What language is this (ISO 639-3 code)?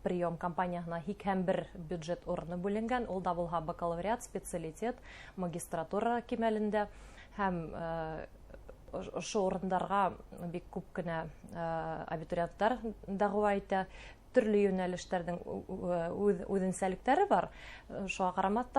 bak